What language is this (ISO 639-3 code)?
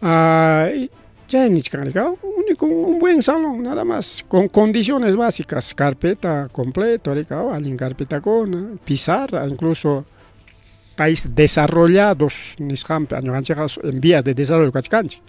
quy